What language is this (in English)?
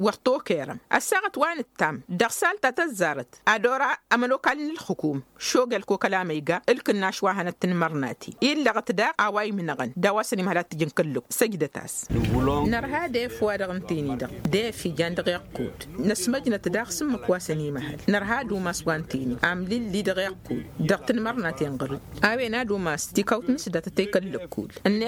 Tamasheq